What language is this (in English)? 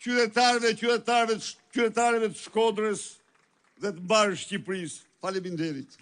Albanian